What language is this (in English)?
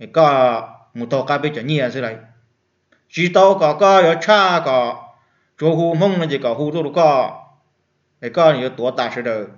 Hmong